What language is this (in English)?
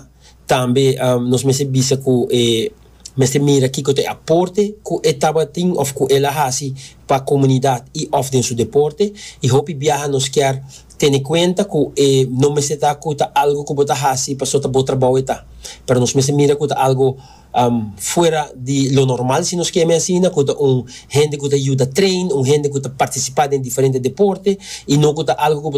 Papiamento